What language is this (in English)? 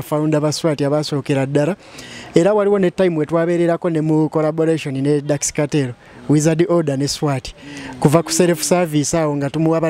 Ganda